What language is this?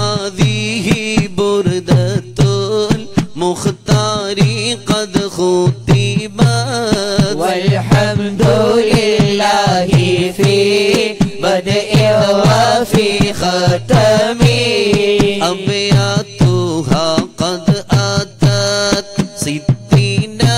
Malayalam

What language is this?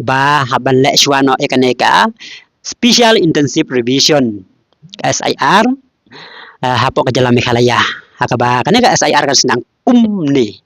Khasi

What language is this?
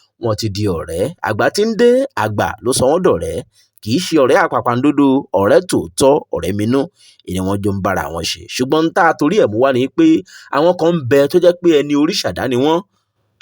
Yoruba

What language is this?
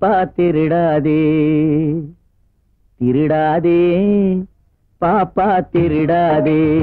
Tamil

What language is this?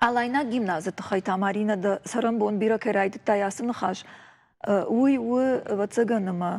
Ossetic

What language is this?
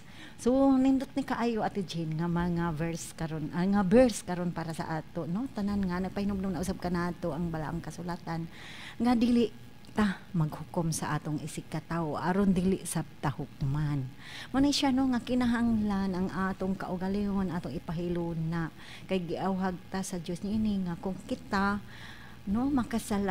Cebuano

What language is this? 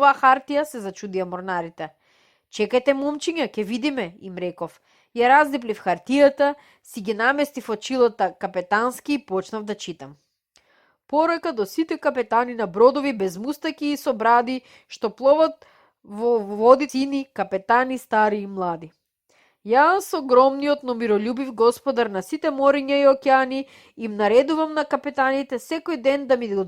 Macedonian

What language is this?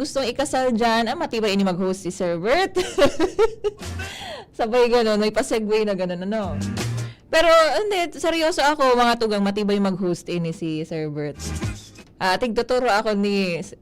Bikol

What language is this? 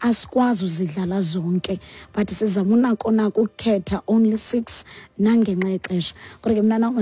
Xhosa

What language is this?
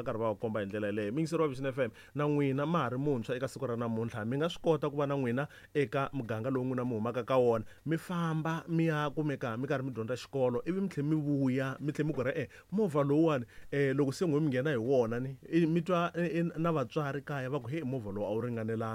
Tsonga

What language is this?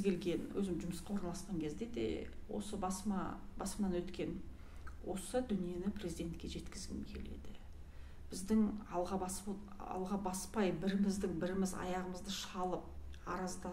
Kazakh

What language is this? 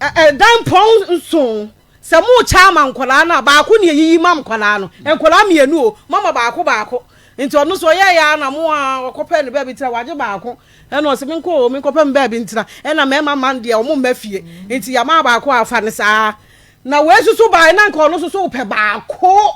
Akan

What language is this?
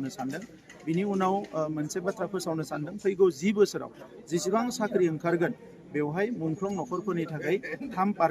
Bodo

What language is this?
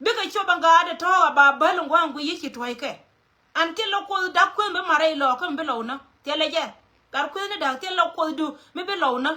Nuer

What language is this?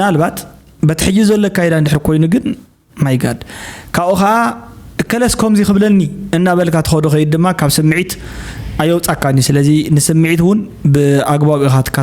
Tigrinya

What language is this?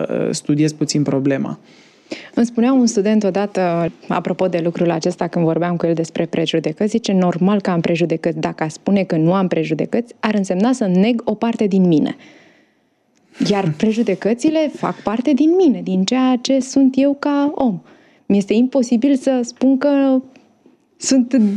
Romanian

